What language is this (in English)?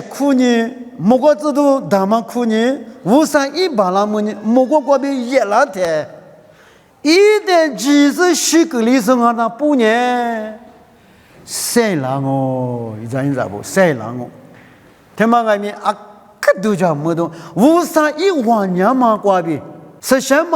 Lisu